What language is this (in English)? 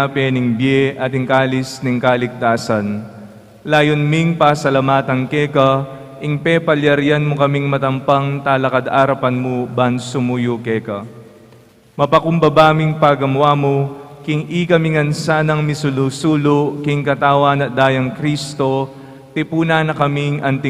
Pampanga